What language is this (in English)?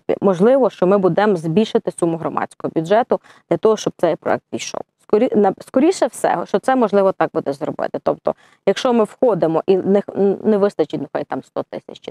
Ukrainian